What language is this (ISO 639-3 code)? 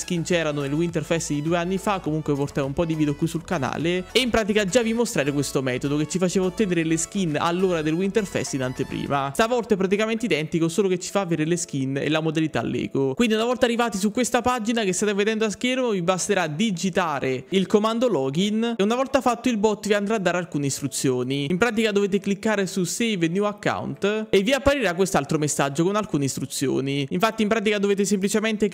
ita